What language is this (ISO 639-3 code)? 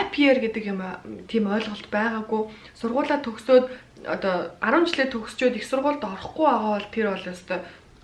mon